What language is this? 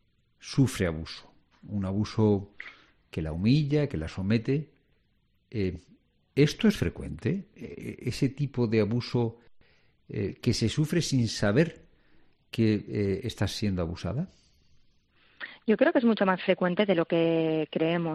Spanish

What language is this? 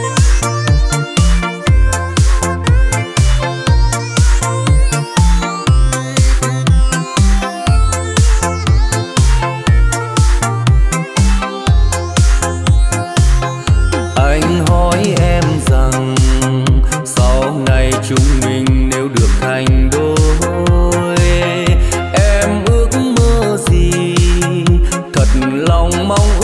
Vietnamese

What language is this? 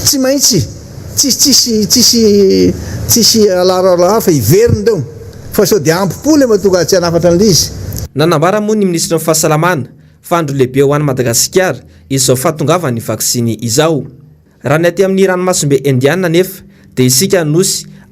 Malagasy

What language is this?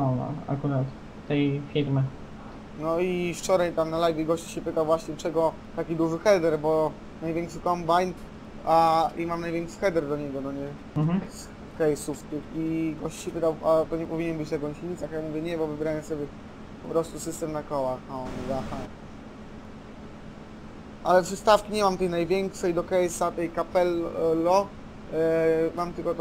Polish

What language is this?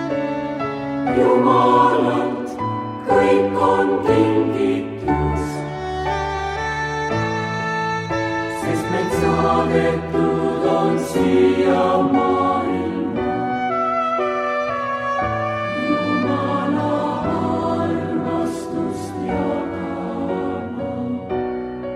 Estonian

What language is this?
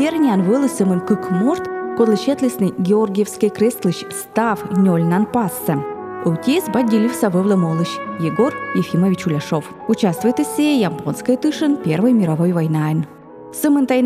Komi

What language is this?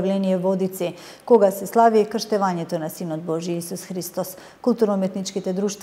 Macedonian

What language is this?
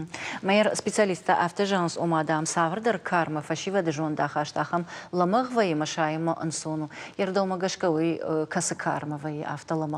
Ossetic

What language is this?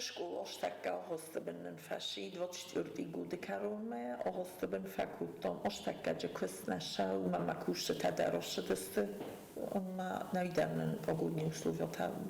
Ossetic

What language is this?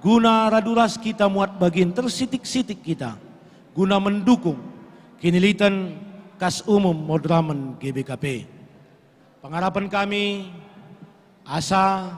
Batak Karo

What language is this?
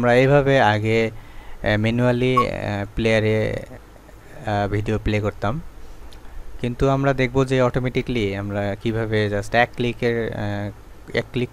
Bangla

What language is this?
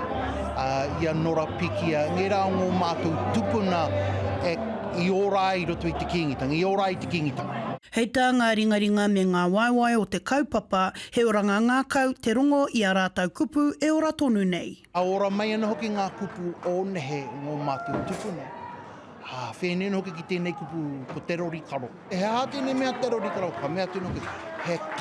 Māori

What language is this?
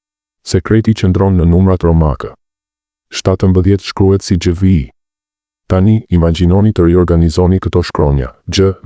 Albanian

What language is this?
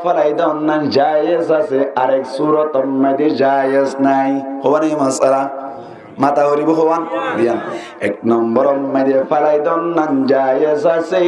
Rohingya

